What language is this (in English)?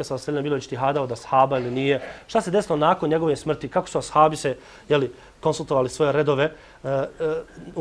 Bosnian